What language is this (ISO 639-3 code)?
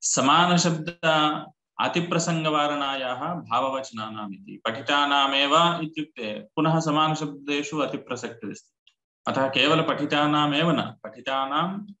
san